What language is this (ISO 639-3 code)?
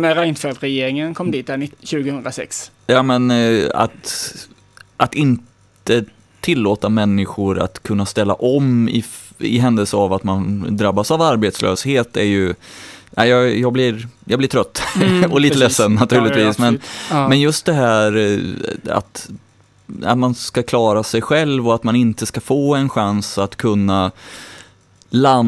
swe